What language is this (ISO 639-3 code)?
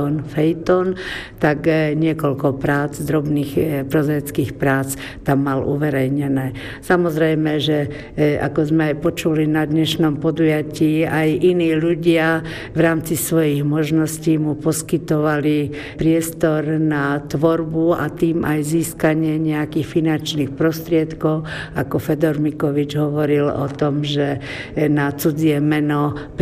slk